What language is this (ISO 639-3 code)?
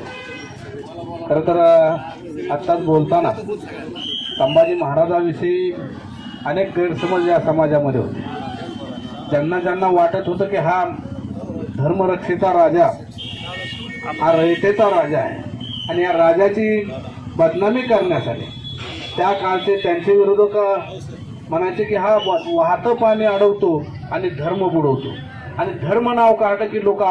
mar